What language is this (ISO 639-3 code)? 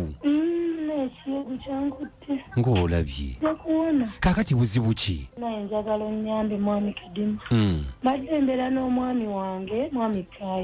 lug